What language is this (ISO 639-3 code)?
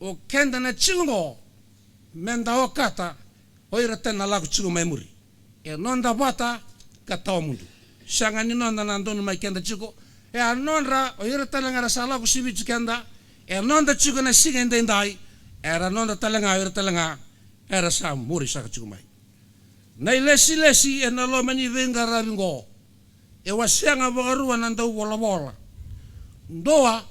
fij